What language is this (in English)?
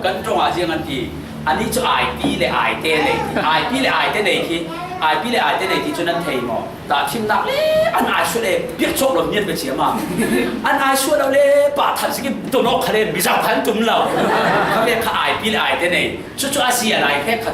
Falam Chin